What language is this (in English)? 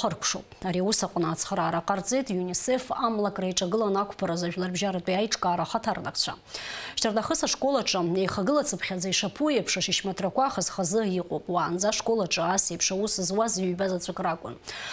Abkhazian